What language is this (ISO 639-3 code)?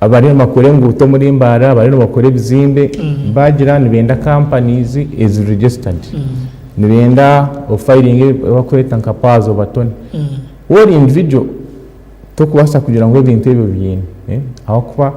nyn